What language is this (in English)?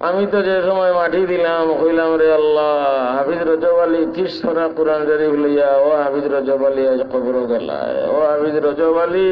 Sylheti